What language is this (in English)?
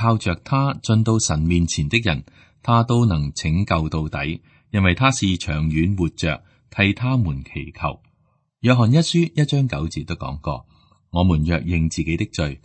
Cantonese